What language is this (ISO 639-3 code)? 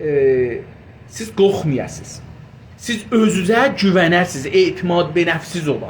azb